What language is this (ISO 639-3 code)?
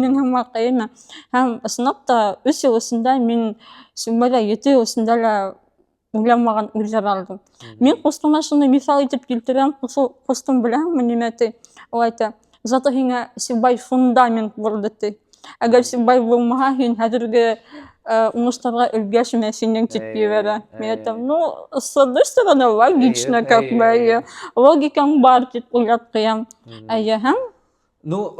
bak